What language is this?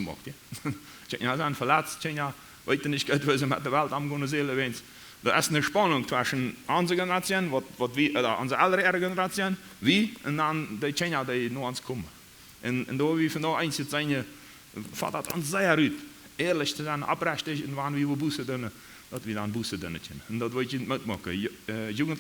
Plautdietsch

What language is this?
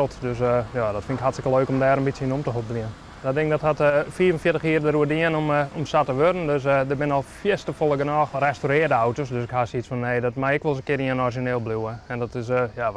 Western Frisian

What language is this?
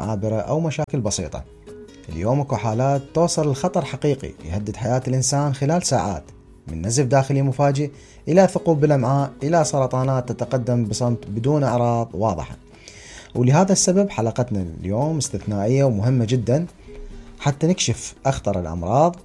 Mesopotamian Arabic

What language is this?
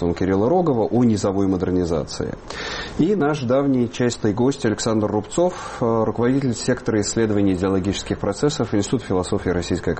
Russian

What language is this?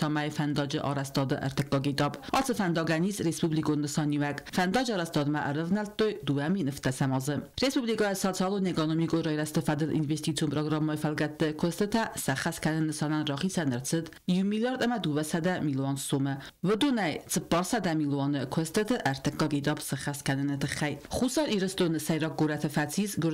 Ossetic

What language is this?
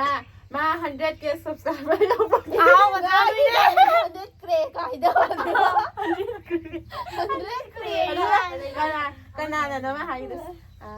Manipuri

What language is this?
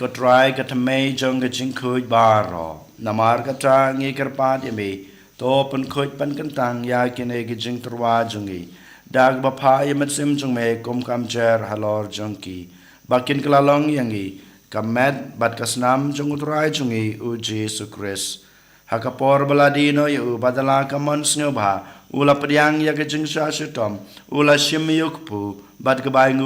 Khasi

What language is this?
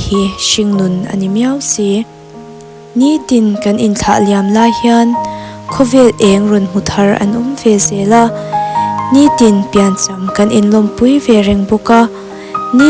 Mizo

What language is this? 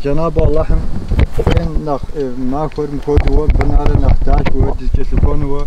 Kabardian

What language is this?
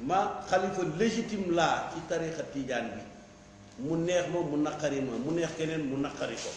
Wolof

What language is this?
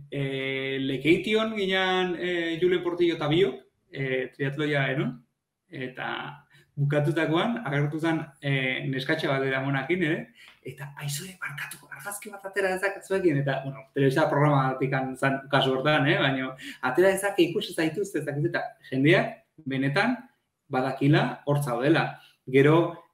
Basque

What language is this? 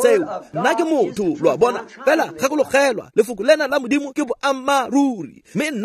Tswana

